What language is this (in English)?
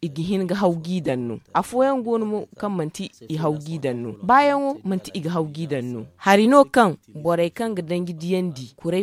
Zarma